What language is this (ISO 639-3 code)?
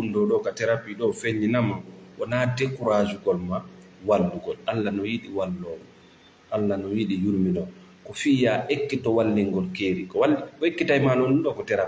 ful